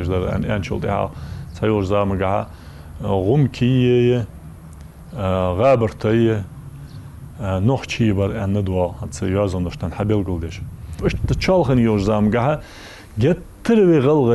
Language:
Ingush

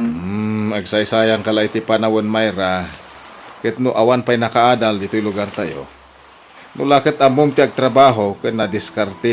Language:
Iloko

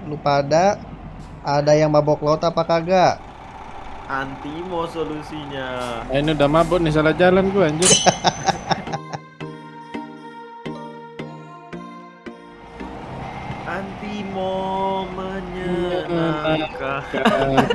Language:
Indonesian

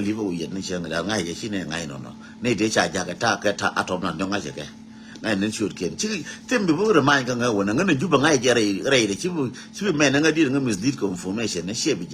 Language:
Nuer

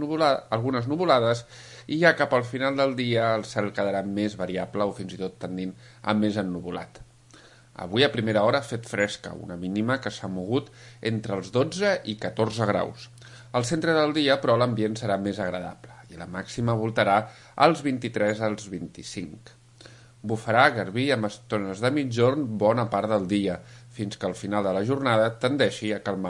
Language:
Catalan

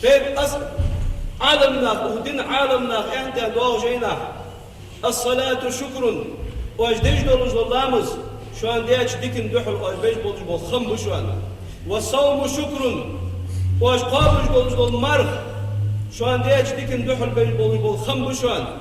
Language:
Ingush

